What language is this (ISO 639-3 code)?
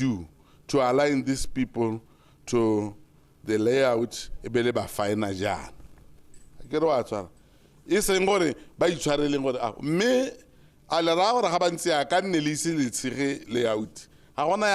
tsn